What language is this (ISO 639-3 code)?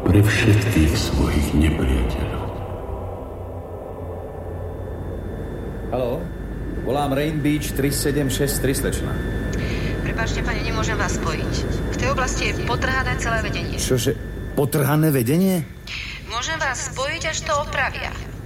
slk